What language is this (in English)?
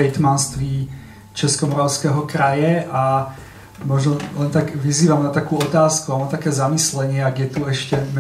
Slovak